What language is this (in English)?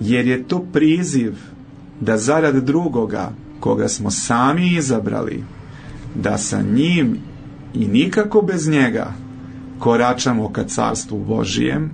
Serbian